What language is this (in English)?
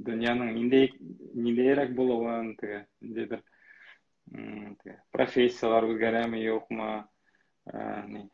Bashkir